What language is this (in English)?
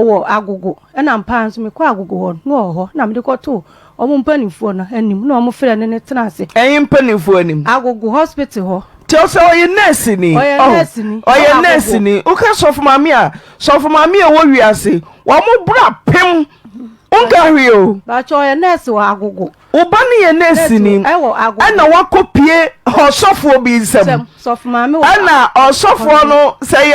Akan